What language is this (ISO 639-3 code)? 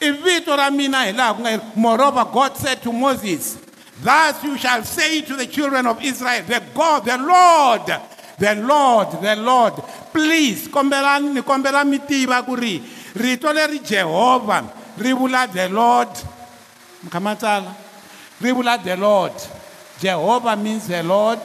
tso